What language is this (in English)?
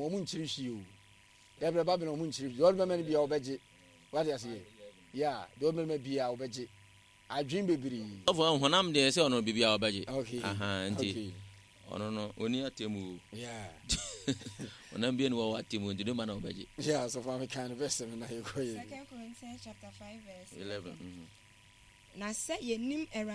Akan